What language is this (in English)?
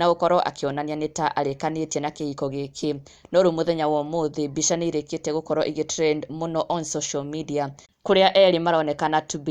Kikuyu